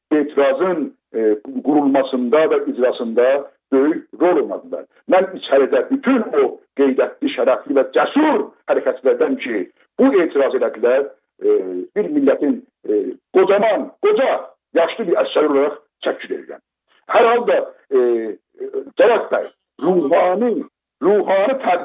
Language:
South Azerbaijani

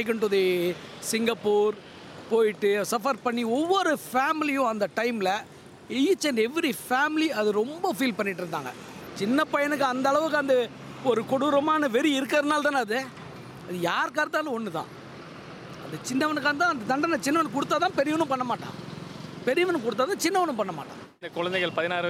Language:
Tamil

